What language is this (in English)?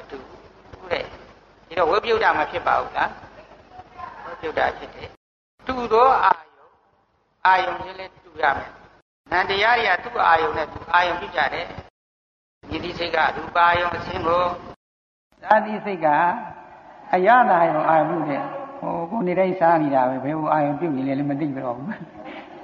Burmese